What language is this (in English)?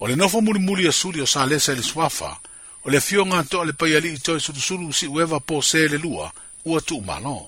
Samoan